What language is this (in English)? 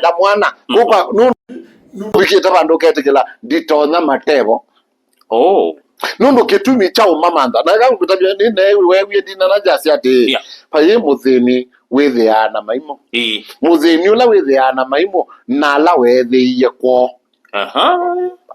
Kamba